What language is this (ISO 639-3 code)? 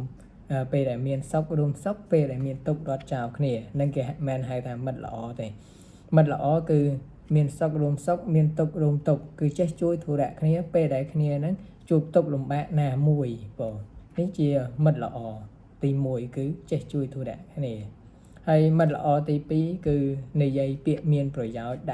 khm